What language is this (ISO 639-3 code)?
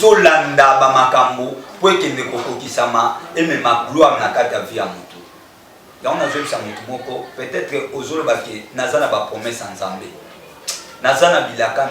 lin